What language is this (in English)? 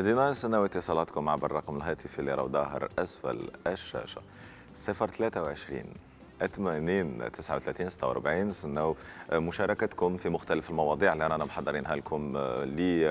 Algerian Arabic